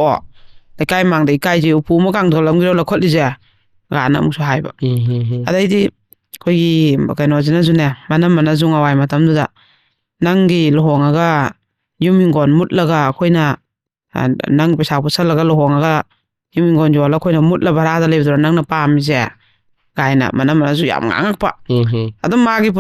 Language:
Manipuri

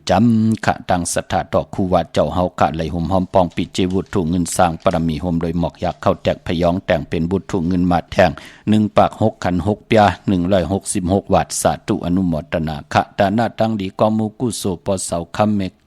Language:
Shan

